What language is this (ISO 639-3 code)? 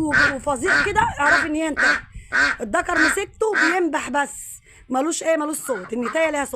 arz